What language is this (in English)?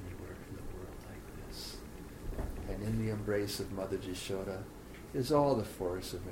English